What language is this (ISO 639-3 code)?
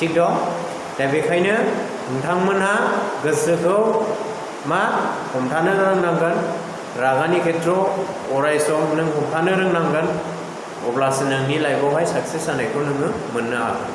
brx